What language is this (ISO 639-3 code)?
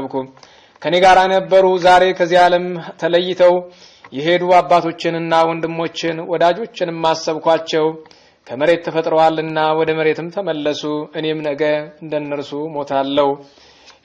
amh